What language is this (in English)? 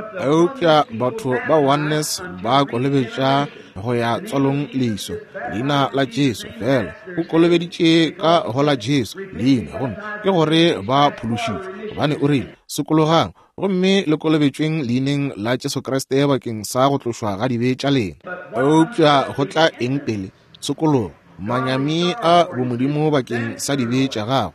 Northern Sotho